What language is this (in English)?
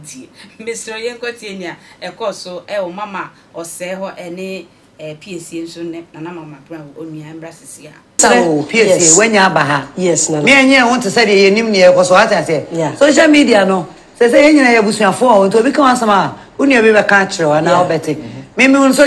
Akan